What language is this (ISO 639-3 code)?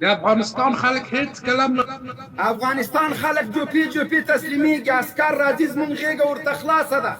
pus